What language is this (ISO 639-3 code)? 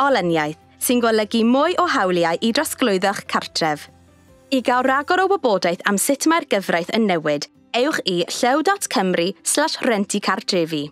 cym